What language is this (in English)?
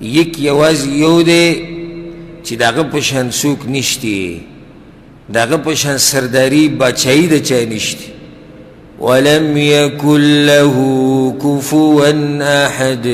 Pashto